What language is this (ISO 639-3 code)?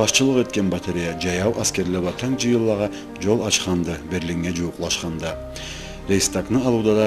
krc